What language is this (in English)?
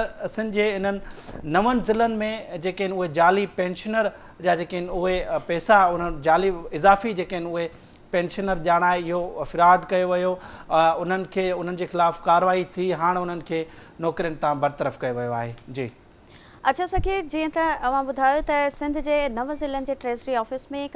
Sindhi